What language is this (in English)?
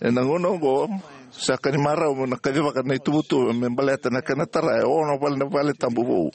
Fijian